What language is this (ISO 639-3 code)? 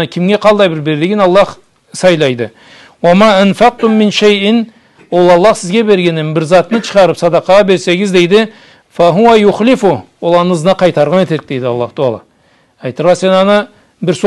krc